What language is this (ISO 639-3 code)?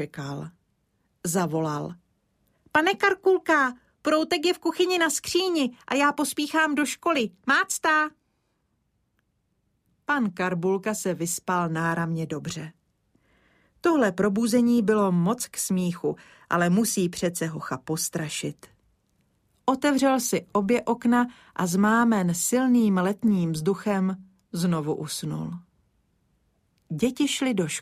ces